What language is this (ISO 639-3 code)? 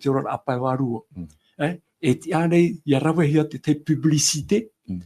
tah